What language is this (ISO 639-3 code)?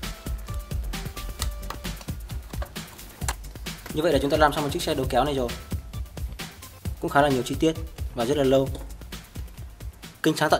vie